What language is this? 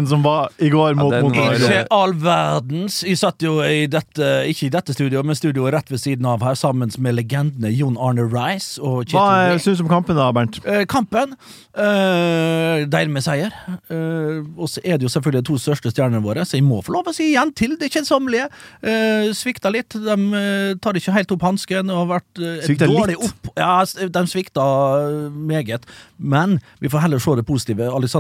Norwegian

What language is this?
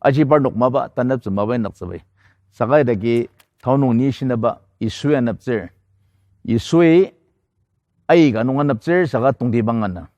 Ao Naga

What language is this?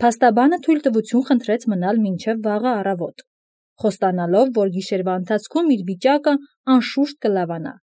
Armenian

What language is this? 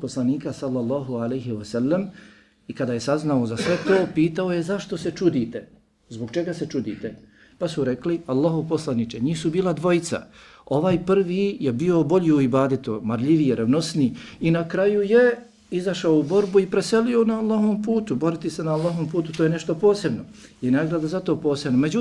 Bosnian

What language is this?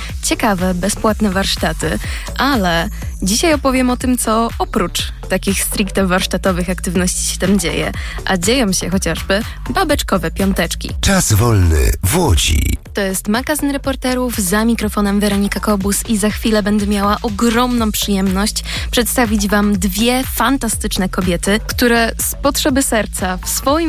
Polish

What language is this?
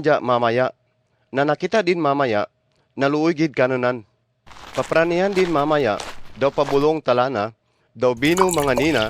Kagayanen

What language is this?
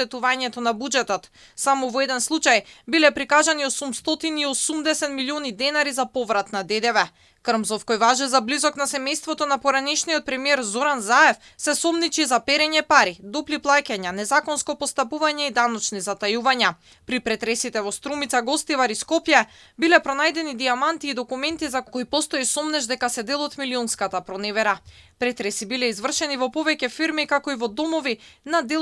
Macedonian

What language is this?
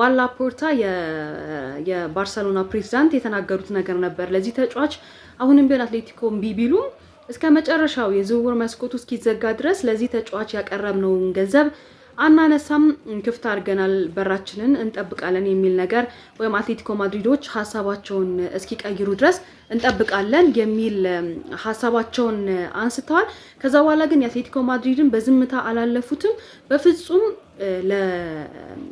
Amharic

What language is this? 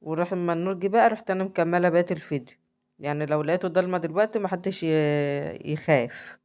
Egyptian Arabic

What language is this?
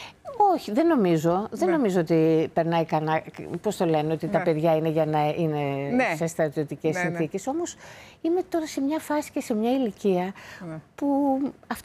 Greek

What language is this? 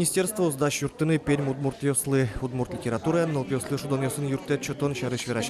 Udmurt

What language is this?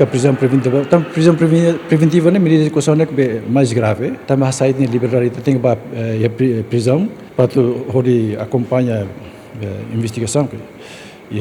Tetum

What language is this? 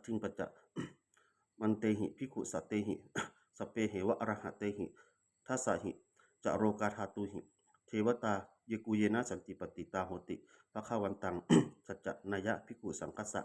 Pali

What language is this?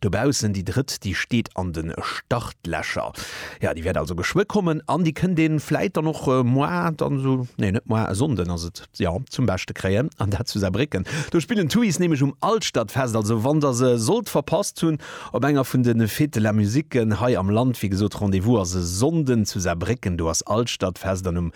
Luxembourgish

